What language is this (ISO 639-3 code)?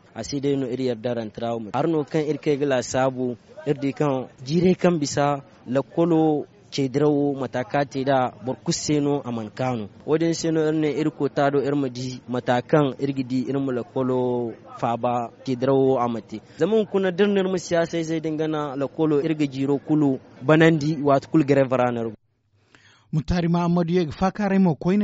dje